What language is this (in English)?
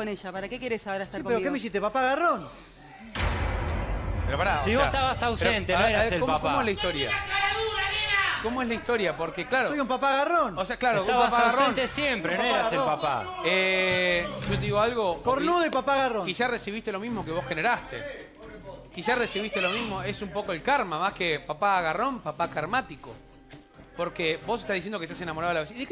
Spanish